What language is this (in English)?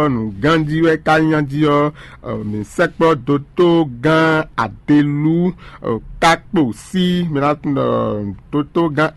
Fon